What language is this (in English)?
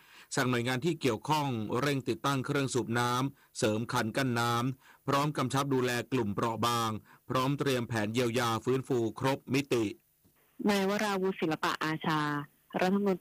Thai